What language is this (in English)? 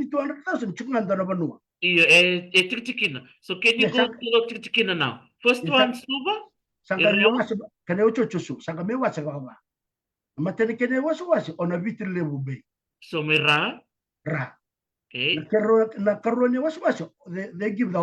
Fijian